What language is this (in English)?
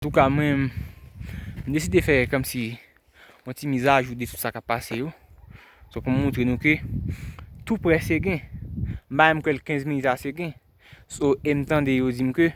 Haitian Creole